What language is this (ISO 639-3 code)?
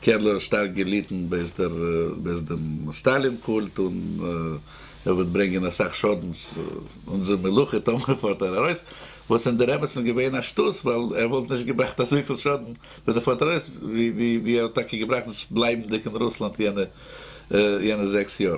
yid